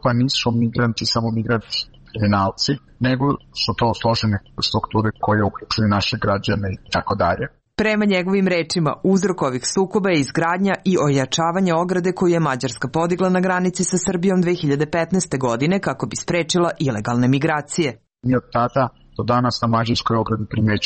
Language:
Serbian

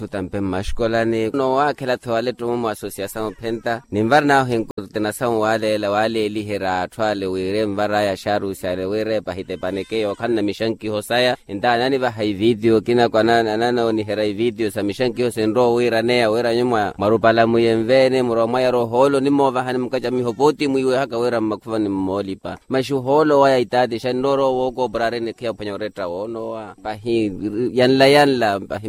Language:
Makhuwa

